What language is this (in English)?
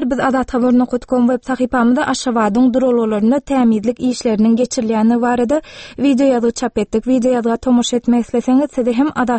Turkmen